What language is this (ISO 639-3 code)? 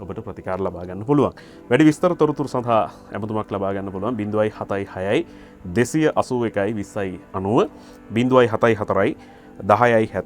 sin